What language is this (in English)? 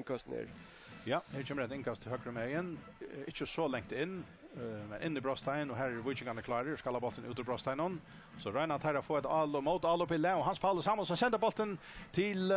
Faroese